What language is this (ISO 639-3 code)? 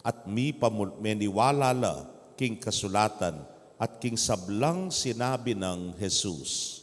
pam